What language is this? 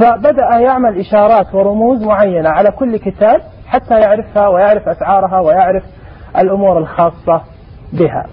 Najdi Arabic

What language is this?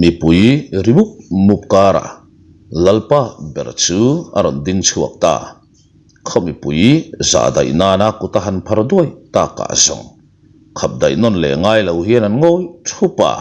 Mizo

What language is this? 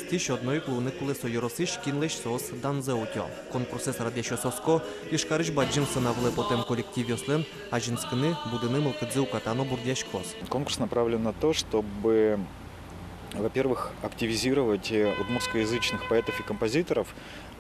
Udmurt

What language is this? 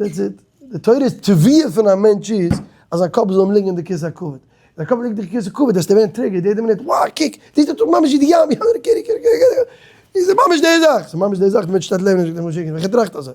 Yiddish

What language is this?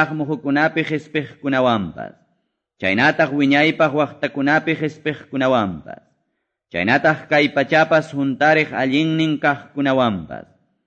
Quechua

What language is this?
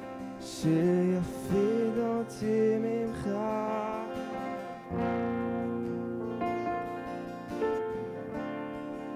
Hebrew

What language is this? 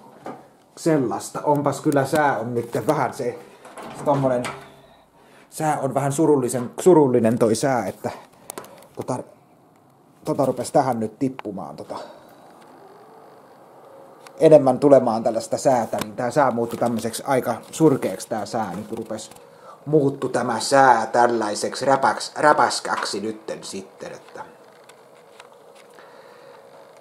Finnish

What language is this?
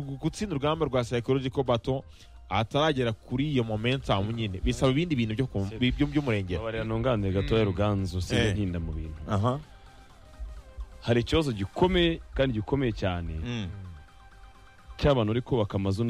Kinyarwanda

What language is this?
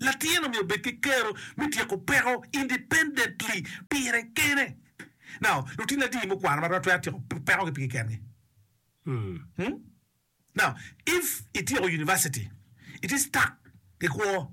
Acoli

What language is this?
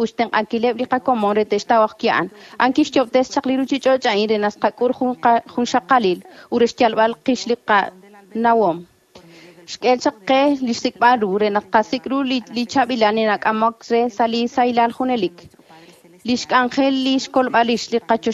Kekchí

